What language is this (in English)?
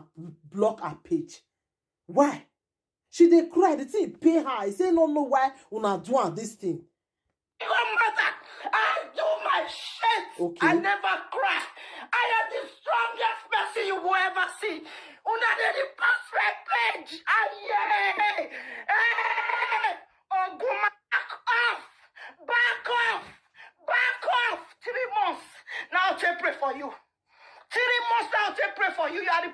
Nigerian Pidgin